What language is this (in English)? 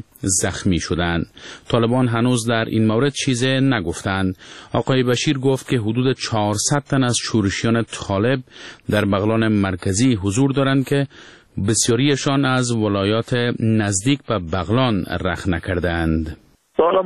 Persian